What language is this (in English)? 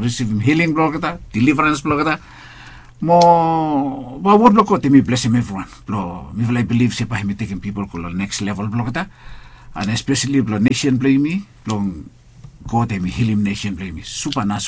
Bislama